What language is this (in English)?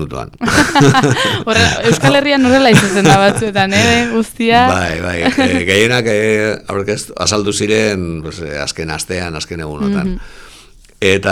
Basque